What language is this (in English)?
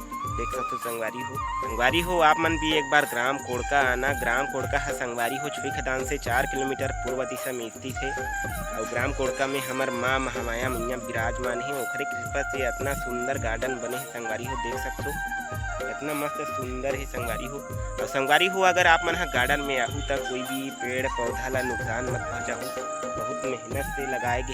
Chhattisgarhi